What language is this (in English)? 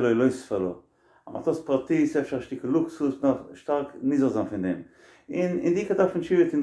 Yiddish